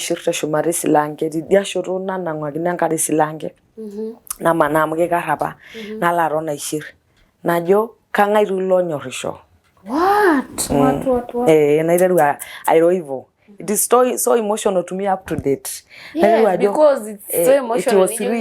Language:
Masai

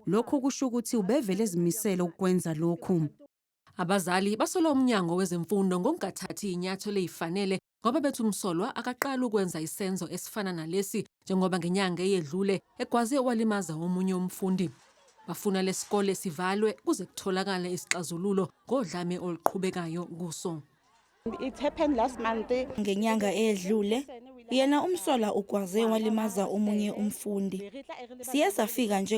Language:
Zulu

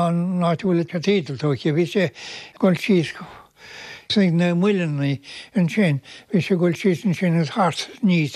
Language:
Irish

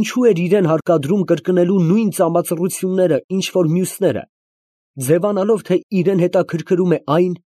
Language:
Armenian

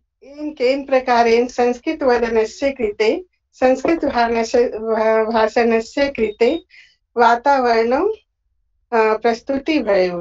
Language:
Sanskrit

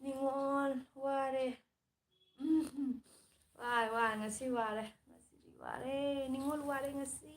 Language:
Manipuri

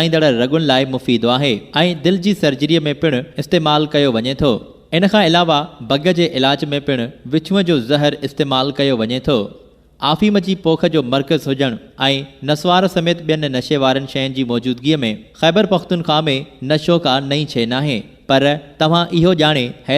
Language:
Sindhi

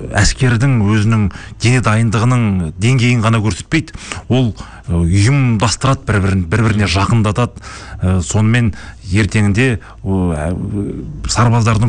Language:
Kazakh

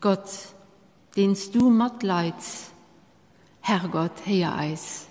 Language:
Luxembourgish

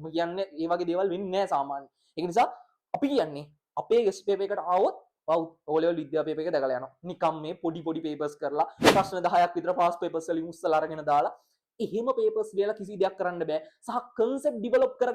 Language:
Sinhala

